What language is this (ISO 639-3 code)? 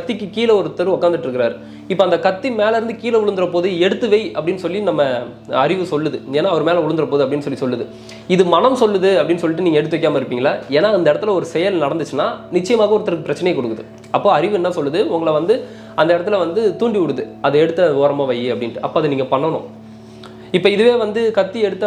tam